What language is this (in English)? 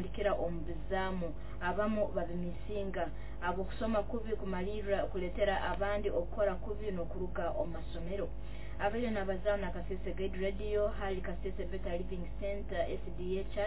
Nyoro